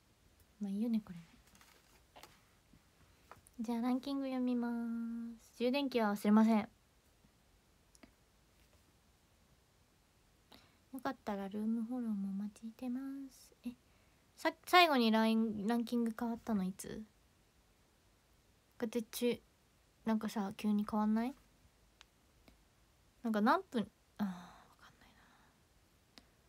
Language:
Japanese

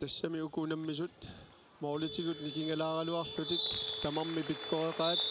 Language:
Kalaallisut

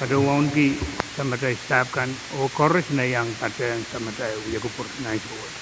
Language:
Pohnpeian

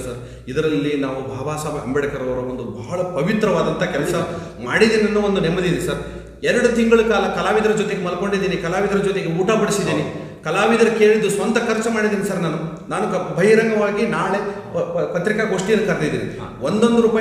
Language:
Kannada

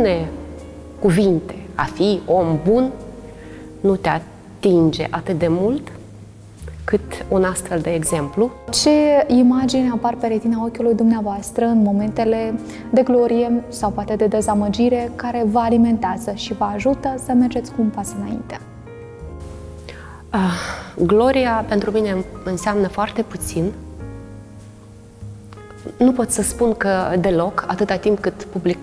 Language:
Romanian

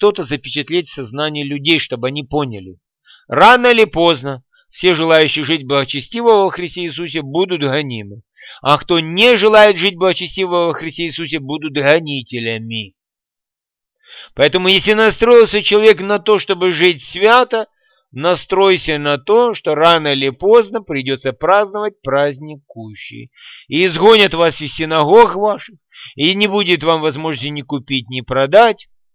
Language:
Russian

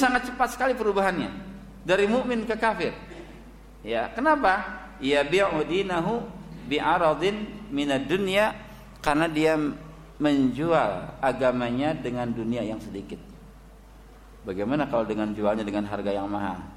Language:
Indonesian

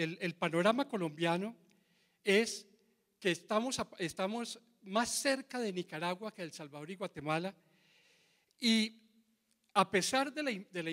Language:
Spanish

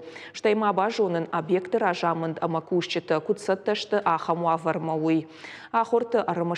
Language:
Ossetic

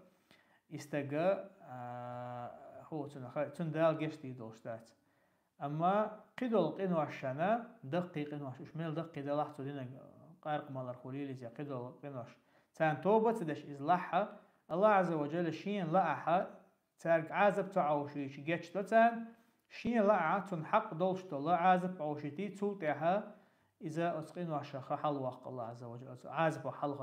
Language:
Chechen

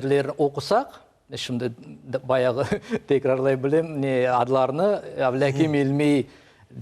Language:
Crimean Tatar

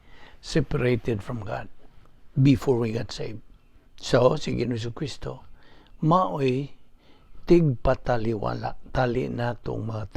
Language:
Cebuano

